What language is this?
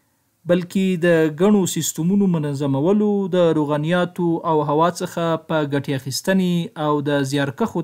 Pashto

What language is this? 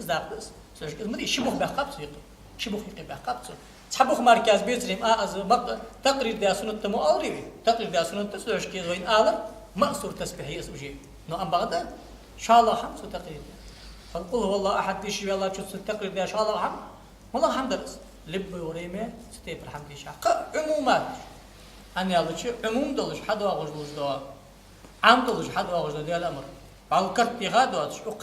Ingush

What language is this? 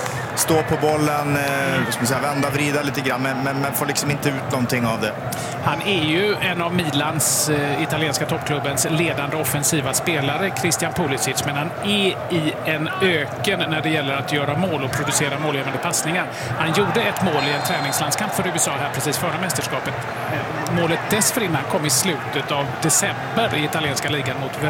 Swedish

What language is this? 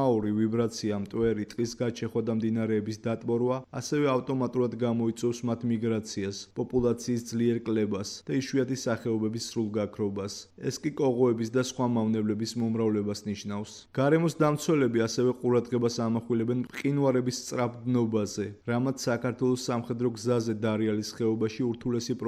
Georgian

